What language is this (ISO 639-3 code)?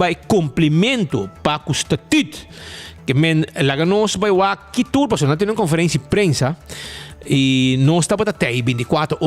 pap